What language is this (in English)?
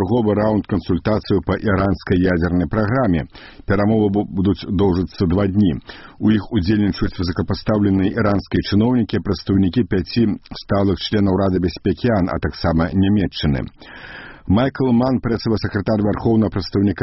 Belarusian